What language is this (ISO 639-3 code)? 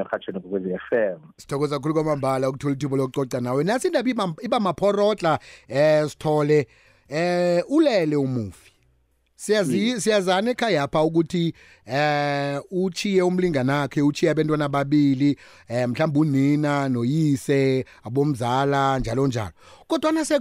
nbl